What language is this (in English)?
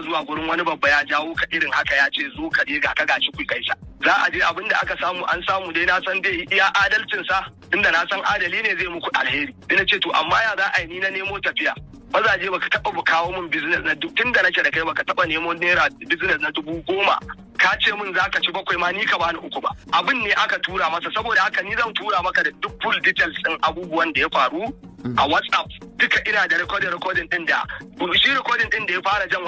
Hausa